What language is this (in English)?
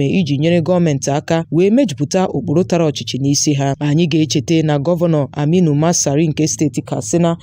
Igbo